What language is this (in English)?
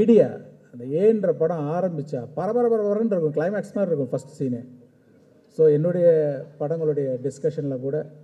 Tamil